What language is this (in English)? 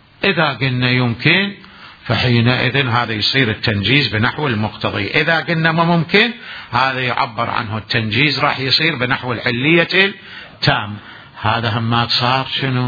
Mesopotamian Arabic